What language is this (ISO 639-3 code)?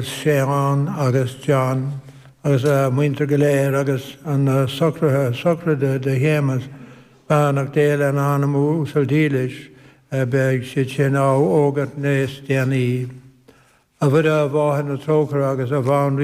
gle